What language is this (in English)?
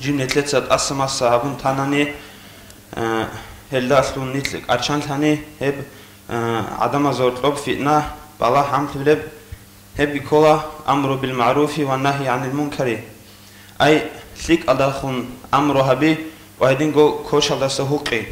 Avaric